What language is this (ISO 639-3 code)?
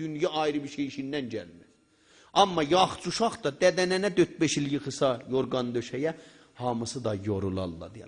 azb